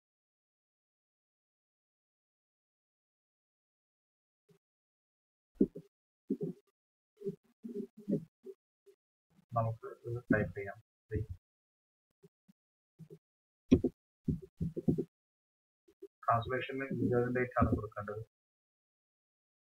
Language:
Malayalam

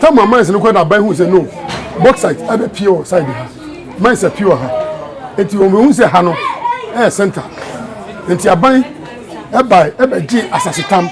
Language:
Akan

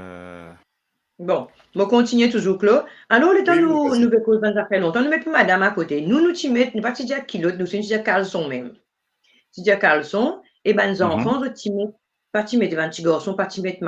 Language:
Morisyen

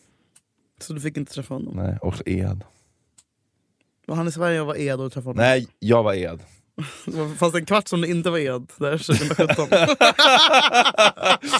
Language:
Swedish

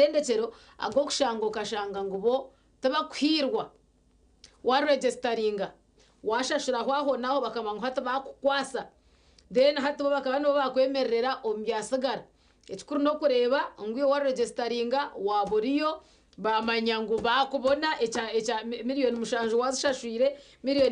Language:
Nyankole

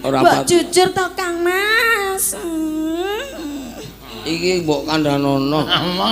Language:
Javanese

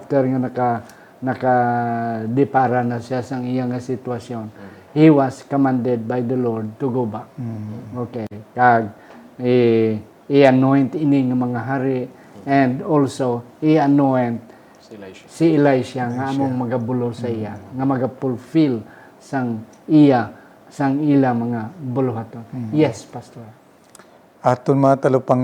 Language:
Hiligaynon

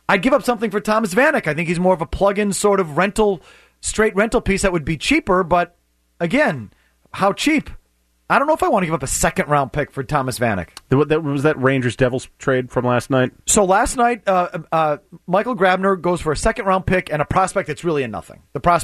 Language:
English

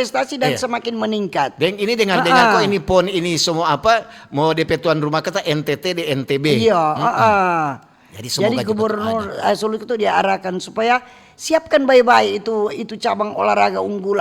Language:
Manado Malay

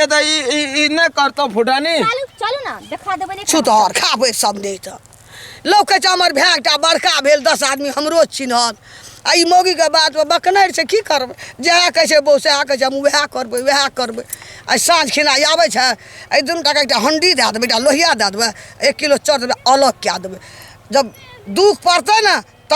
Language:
Maithili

